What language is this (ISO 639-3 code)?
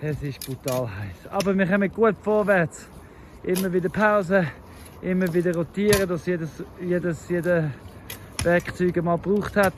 gsw